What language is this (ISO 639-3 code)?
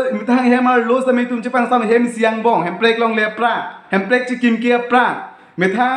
mjw